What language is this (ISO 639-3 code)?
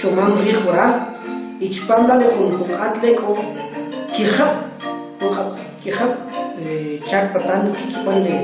quc